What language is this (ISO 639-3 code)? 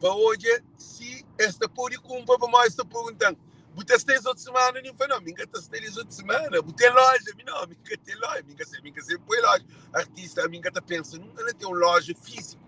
kea